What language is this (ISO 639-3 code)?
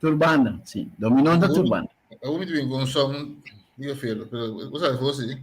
pap